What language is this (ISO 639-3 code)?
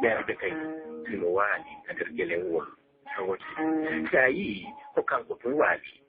ful